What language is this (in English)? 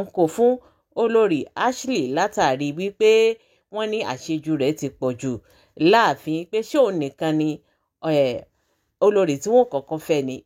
Yoruba